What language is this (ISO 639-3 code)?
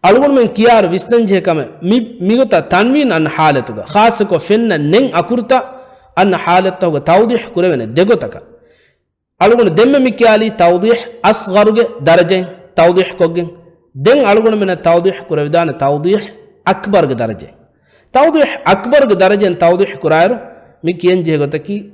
div